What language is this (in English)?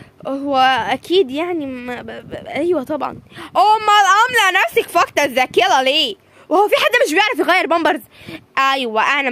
Egyptian Arabic